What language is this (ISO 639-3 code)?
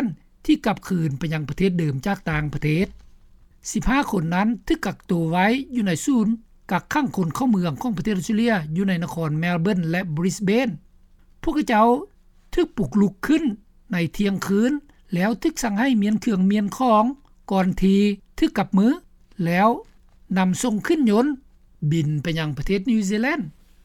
lao